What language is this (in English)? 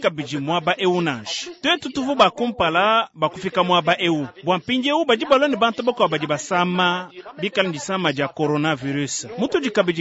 Luba-Lulua